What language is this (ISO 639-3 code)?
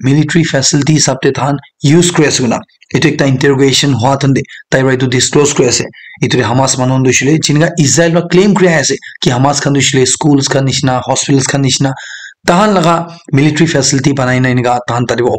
nag